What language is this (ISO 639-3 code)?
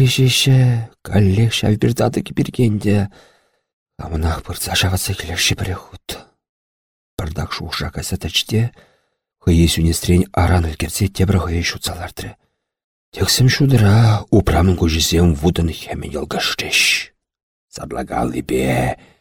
chv